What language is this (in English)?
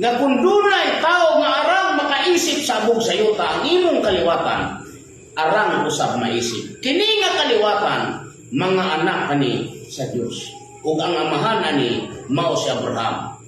Cebuano